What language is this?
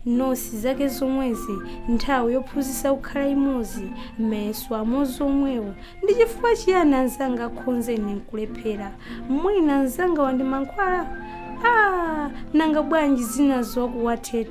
Nyanja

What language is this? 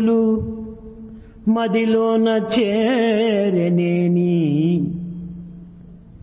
Telugu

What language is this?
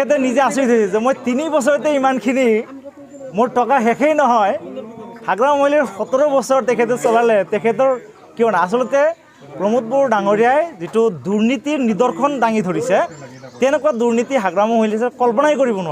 Assamese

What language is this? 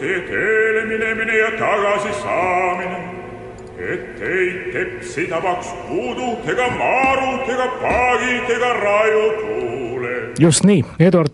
Estonian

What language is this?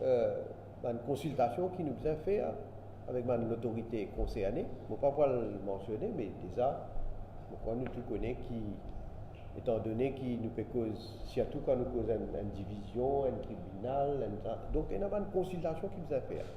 Morisyen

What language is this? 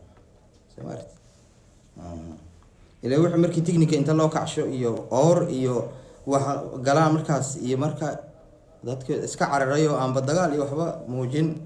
Somali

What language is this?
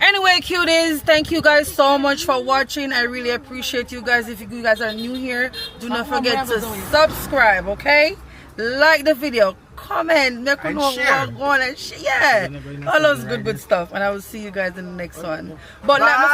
Jamaican Creole English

